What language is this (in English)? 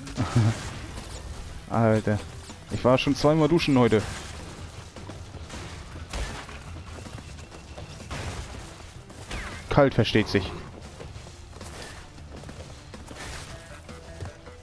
German